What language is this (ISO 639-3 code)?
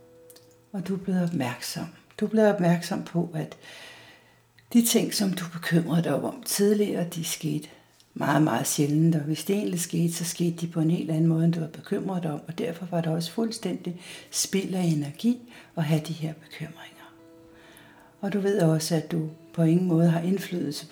dan